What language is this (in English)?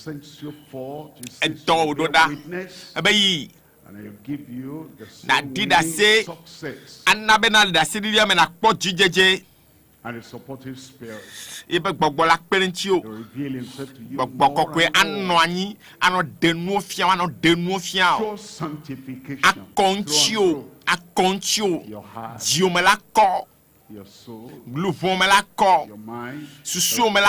Ewe